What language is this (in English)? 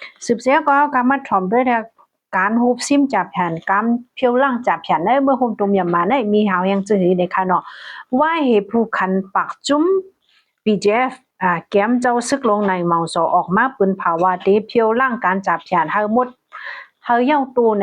Shan